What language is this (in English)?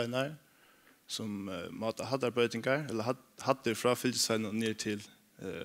Faroese